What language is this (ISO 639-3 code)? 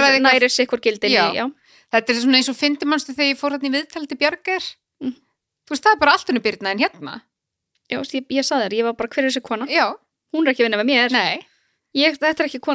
isl